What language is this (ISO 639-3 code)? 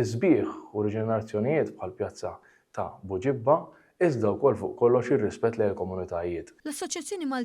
mlt